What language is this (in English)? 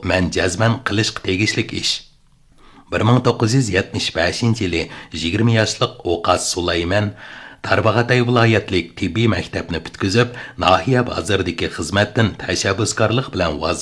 Uyghur